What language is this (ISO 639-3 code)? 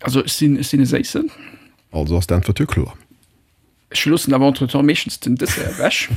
ltz